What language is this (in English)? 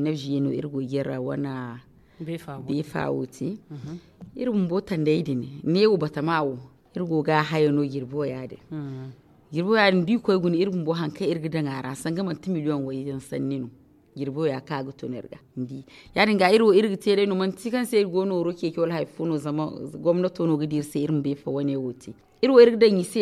Zarma